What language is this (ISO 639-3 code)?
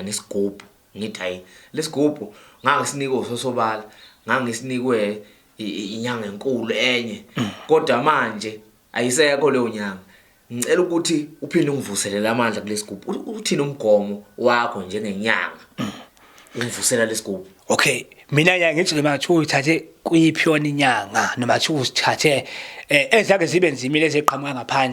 zul